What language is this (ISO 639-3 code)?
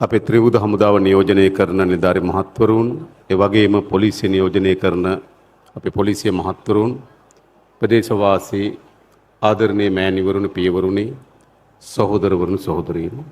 sin